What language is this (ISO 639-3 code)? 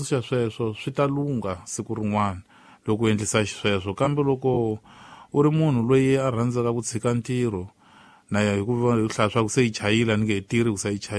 tso